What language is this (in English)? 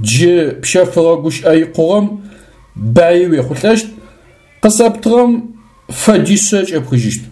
Adyghe